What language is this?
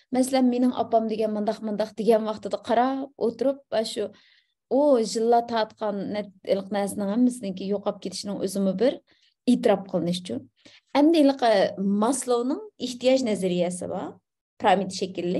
Uyghur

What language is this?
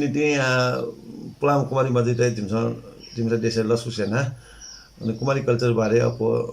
Newari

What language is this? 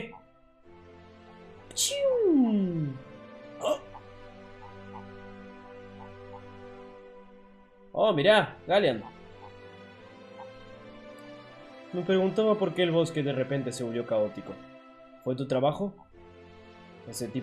Spanish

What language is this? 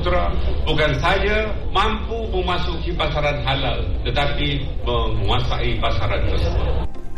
Malay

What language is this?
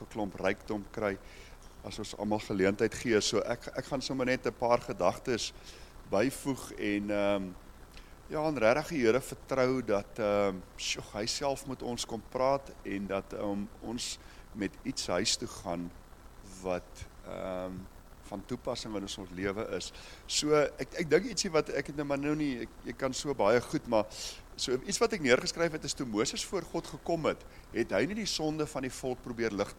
Afrikaans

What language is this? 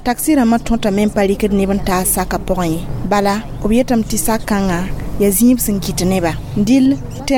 Mossi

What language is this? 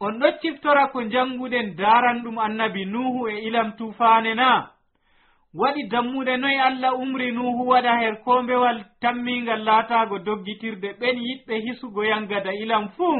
Nigerian Fulfulde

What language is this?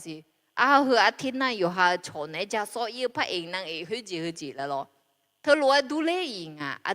Akha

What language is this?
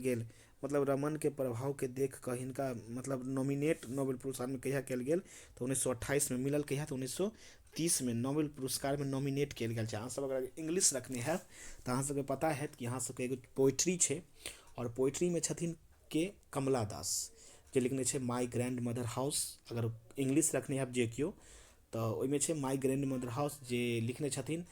Maithili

